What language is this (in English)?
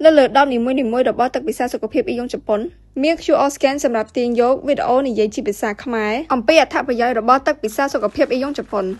Khmer